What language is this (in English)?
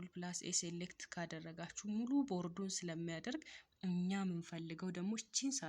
Amharic